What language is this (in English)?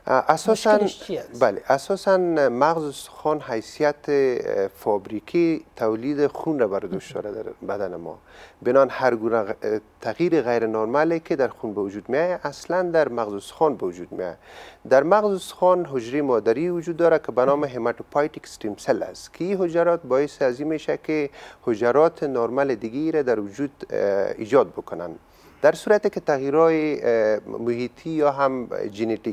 Persian